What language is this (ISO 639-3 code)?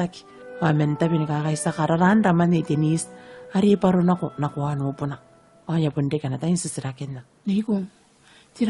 gil